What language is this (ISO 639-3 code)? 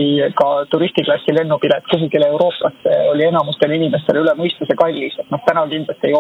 est